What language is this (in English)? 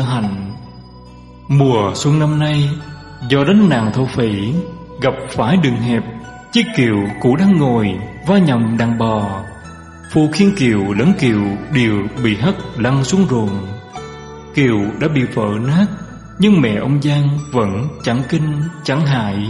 Vietnamese